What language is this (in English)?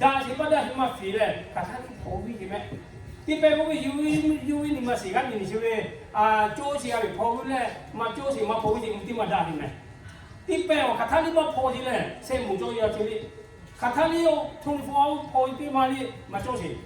Lahu